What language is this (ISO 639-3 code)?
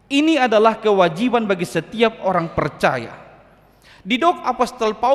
bbc